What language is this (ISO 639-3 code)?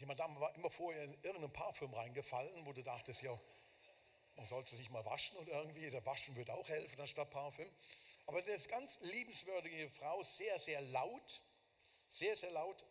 gsw